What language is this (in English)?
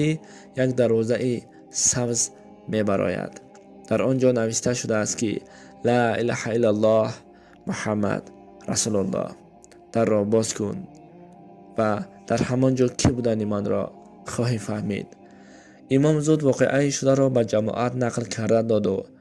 Tajik